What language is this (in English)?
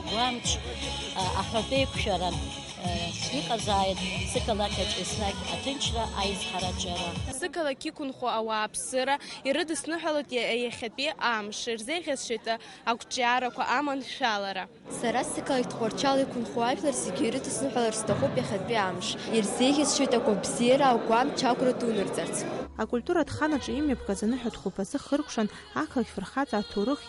Abkhazian